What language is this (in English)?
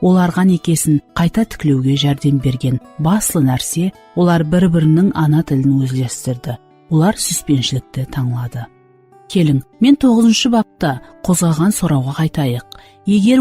Kara-Kalpak